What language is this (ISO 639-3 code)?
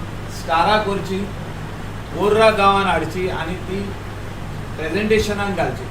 kok